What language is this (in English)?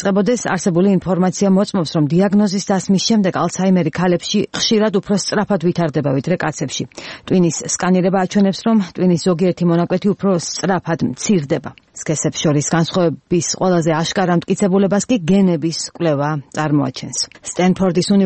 Georgian